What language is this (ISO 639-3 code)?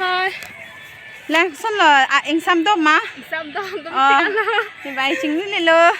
mjw